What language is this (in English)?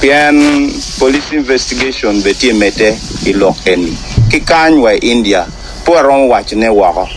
Acoli